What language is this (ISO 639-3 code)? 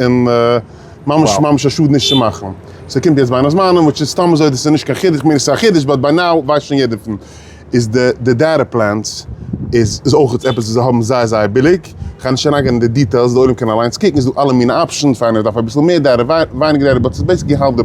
yid